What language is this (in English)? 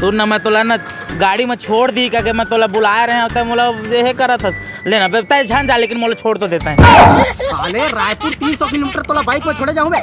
Chhattisgarhi